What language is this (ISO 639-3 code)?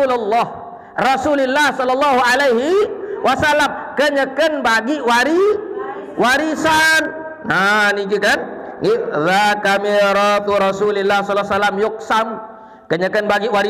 sas